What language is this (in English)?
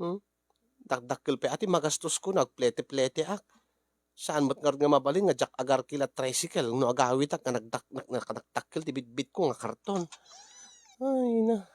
Iloko